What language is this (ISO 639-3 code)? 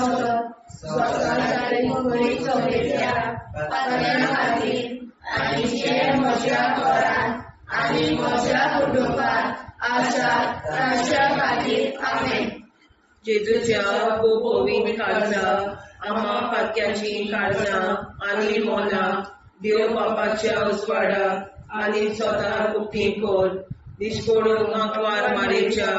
kok